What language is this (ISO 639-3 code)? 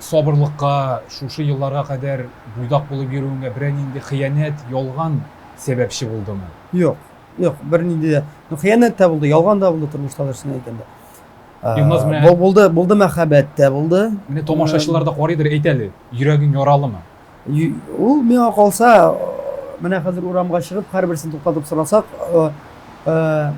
tat